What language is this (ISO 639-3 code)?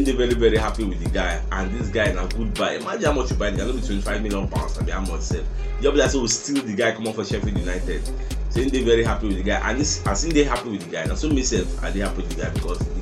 pcm